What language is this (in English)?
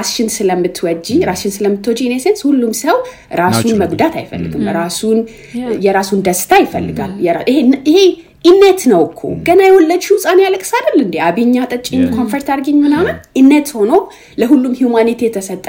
Amharic